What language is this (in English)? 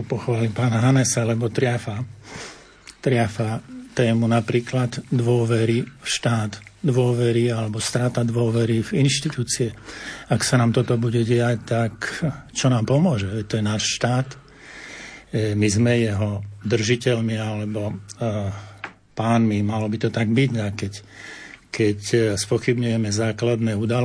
Slovak